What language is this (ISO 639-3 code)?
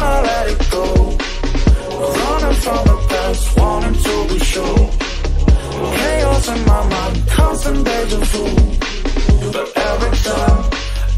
eng